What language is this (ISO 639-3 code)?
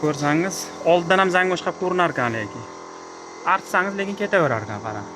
uzb